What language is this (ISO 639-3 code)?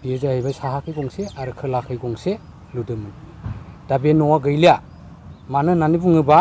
brx